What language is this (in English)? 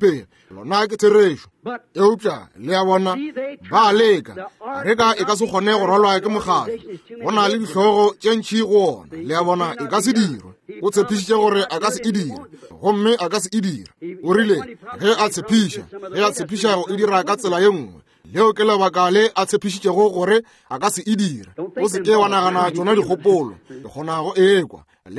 Northern Sotho